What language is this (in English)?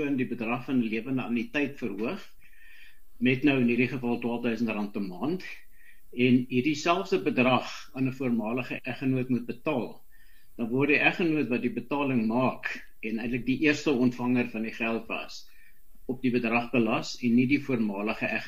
Afrikaans